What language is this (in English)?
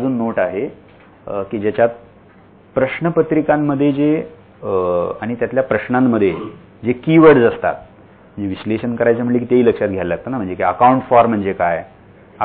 Marathi